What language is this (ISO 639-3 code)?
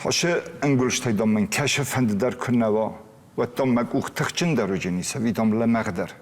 oss